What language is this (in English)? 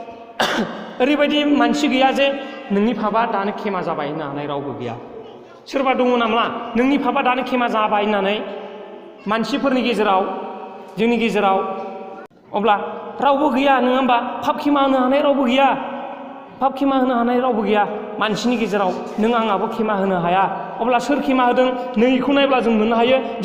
Bodo